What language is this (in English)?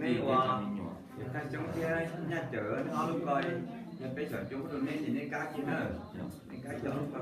Hmong